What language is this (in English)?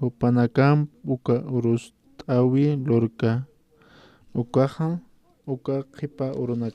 Aymara